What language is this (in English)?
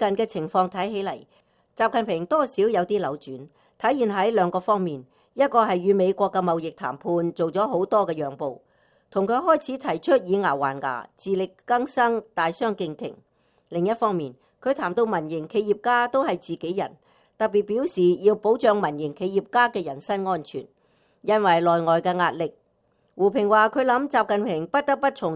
Cantonese